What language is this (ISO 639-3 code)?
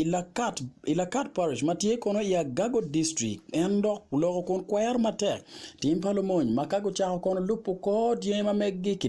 ach